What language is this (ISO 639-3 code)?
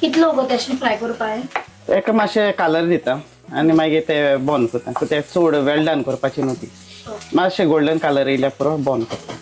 kok